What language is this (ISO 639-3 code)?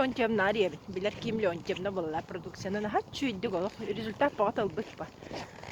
sah